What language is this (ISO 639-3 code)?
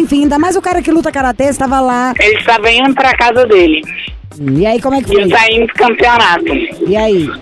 por